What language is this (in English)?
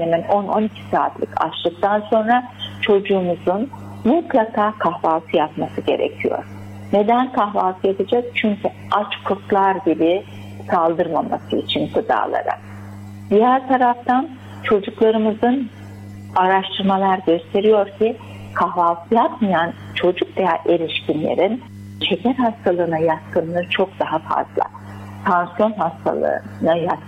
Turkish